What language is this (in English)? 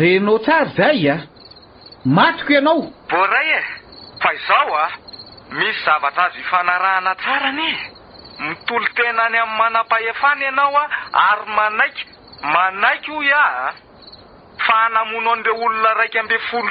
Malagasy